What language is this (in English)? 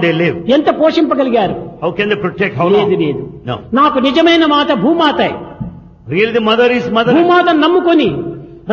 Telugu